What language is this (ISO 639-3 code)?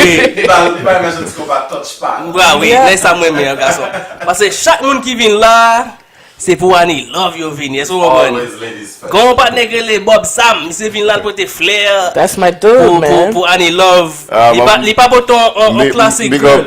hat